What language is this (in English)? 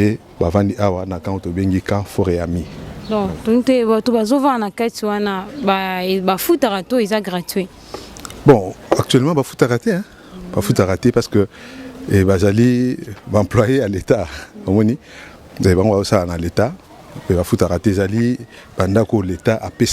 Lingala